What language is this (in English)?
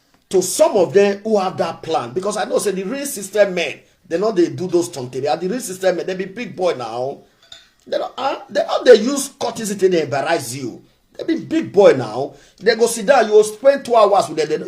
Nigerian Pidgin